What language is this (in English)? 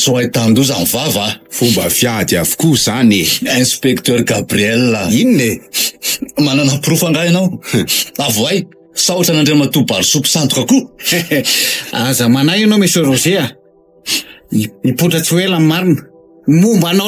Malagasy